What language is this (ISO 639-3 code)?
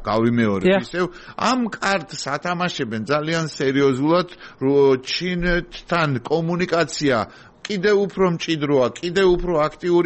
kat